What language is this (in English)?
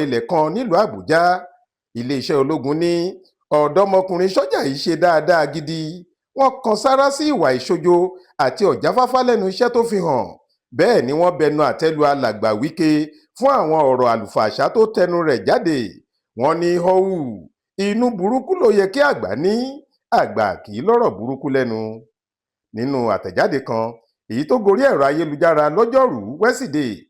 Yoruba